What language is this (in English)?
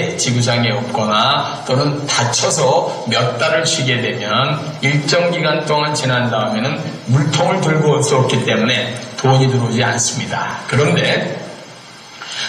Korean